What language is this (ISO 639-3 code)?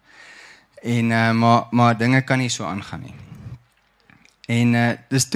afr